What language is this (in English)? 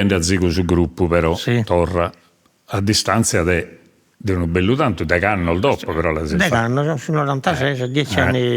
Sardinian